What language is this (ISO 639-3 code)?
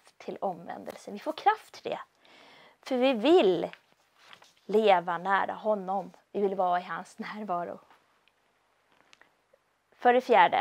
swe